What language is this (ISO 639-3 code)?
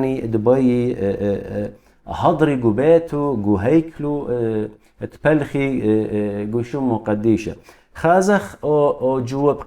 aii